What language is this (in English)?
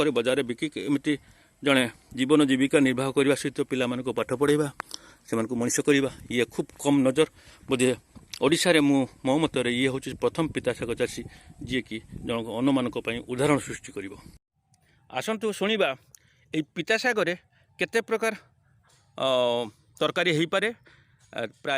Odia